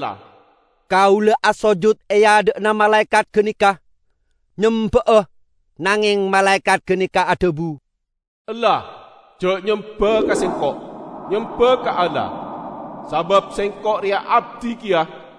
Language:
Madurese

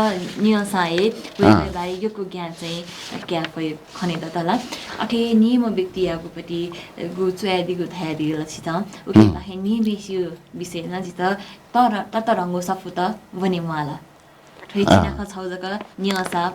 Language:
Newari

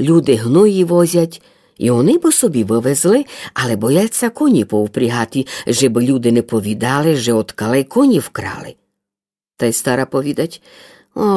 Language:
Rusyn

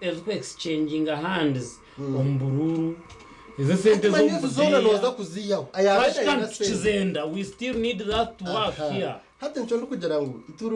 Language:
Nyankole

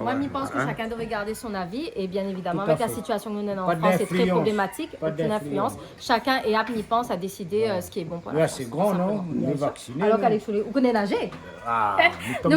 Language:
Réunion Creole French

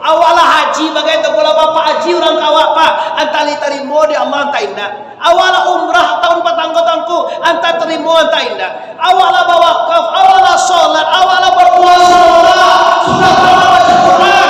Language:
Minangkabau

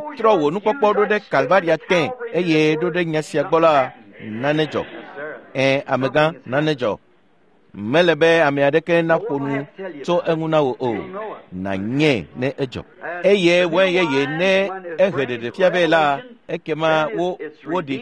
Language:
Ewe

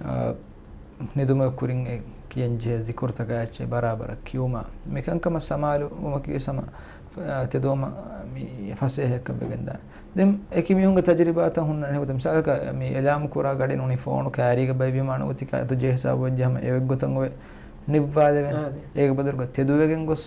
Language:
Divehi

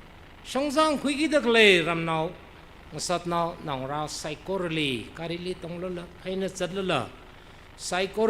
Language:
Tangkhul Naga (India)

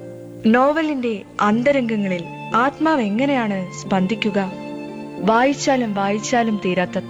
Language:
Malayalam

